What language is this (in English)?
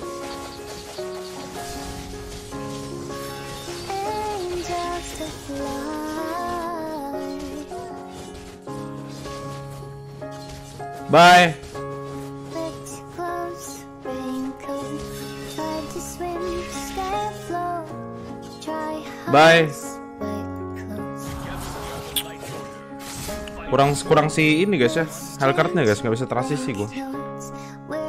Indonesian